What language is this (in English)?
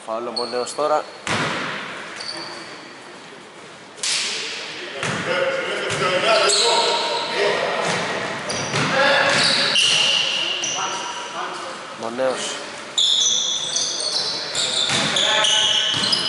Greek